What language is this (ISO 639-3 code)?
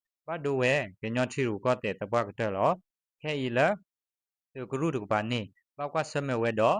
ksw